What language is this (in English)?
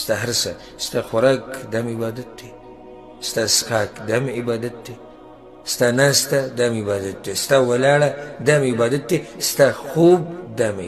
Pashto